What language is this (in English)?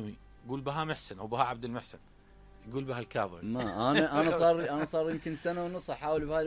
Mesopotamian Arabic